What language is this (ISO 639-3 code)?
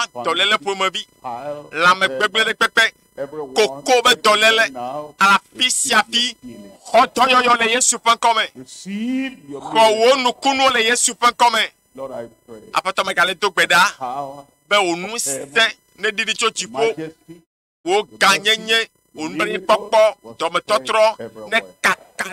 ewe